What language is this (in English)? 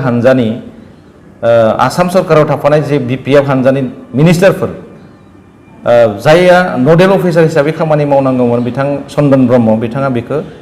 Bodo